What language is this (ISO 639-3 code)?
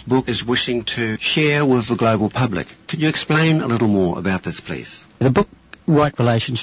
eng